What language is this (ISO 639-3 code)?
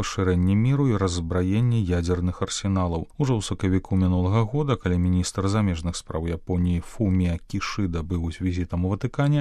bel